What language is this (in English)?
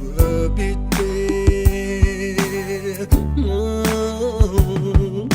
Jamaican Creole English